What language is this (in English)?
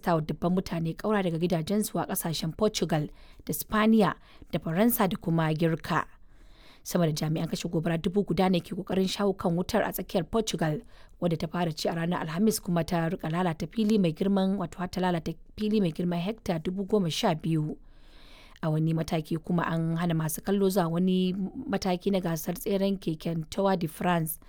Hausa